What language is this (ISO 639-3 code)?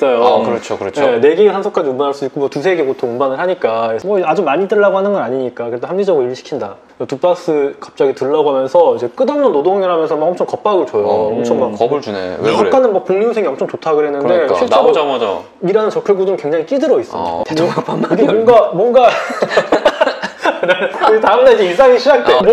kor